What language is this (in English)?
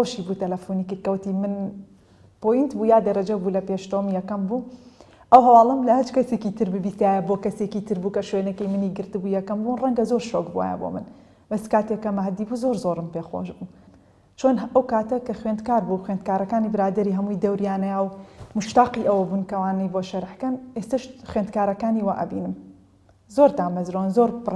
Central Kurdish